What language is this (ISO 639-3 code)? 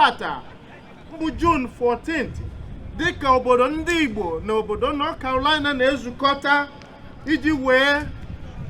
ibo